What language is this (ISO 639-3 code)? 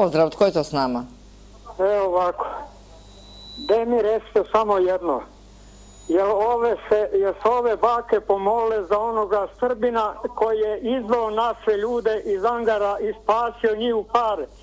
hrv